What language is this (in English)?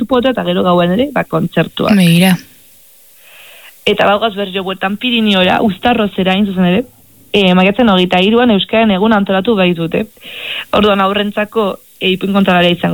Basque